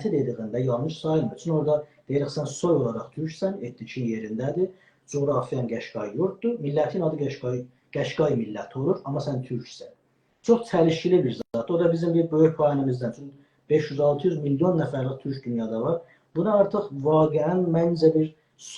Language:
South Azerbaijani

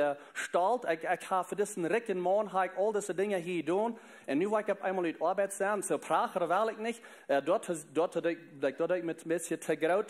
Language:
Plautdietsch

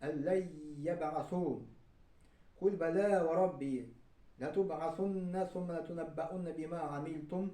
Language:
Tatar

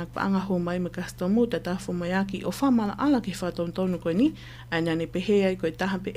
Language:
Tongan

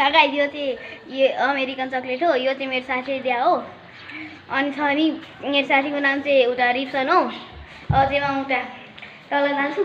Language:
Nepali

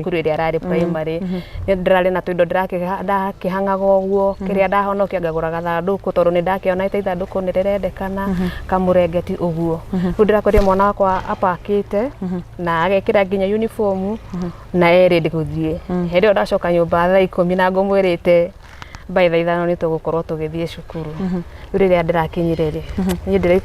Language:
Kikuyu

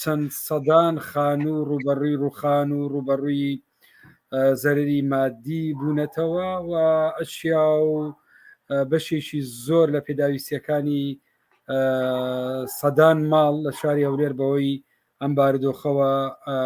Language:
Central Kurdish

